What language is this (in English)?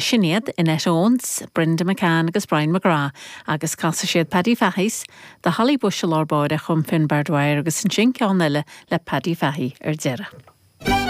Irish